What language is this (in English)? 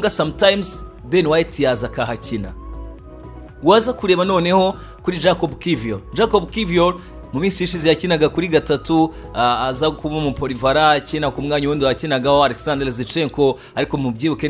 Kinyarwanda